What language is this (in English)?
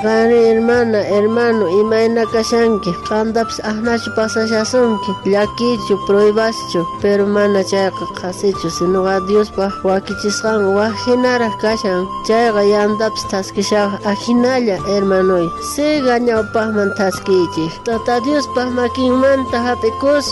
South Bolivian Quechua